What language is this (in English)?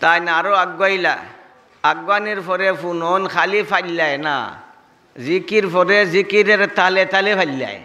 Sylheti